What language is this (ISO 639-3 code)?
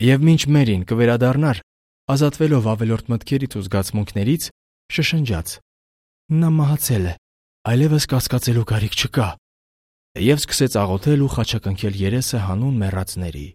hye